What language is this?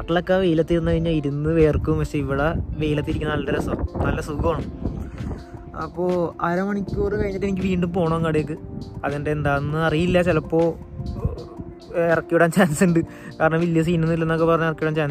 Malayalam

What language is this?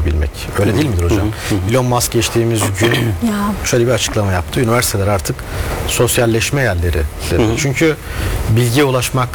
Turkish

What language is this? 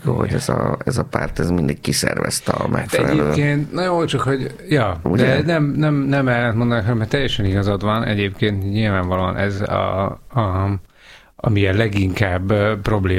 Hungarian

